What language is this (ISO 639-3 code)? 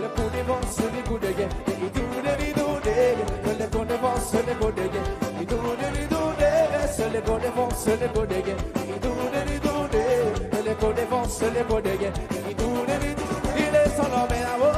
crs